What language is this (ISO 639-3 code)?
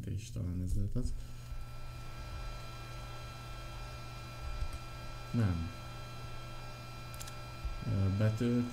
hun